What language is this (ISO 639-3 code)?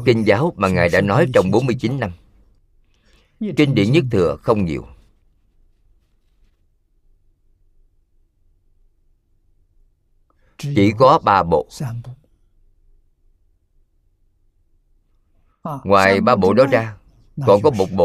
vie